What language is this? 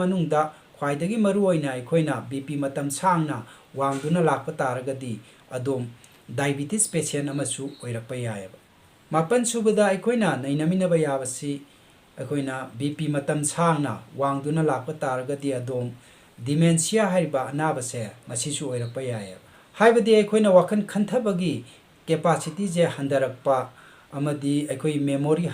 Manipuri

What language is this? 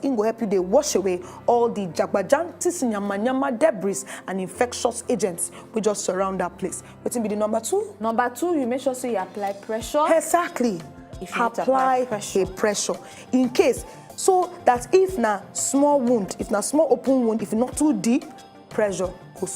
Nigerian Pidgin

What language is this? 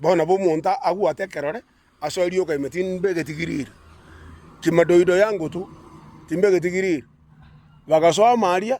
Gusii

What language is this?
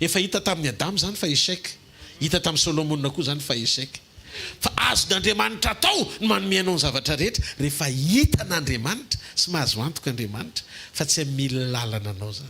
Malagasy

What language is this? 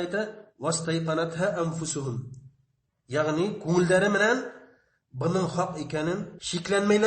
Bashkir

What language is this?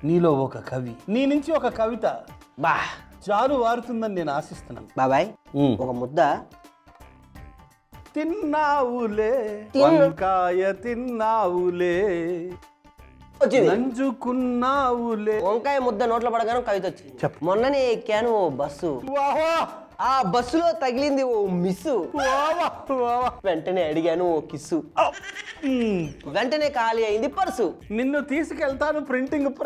Telugu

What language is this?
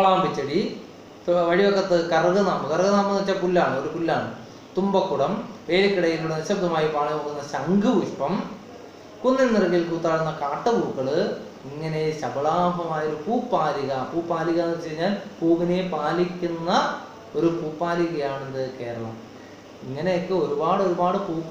Malayalam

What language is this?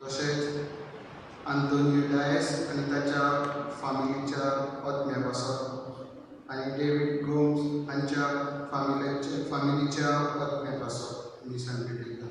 Konkani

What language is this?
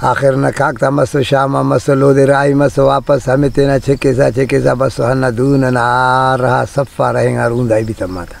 Brahui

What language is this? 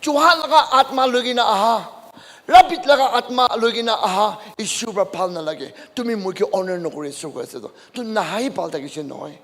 Naga Pidgin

